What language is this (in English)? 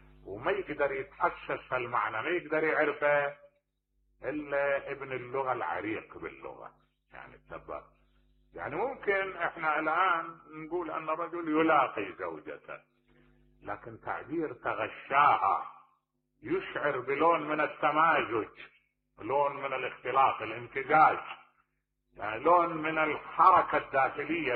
Mesopotamian Arabic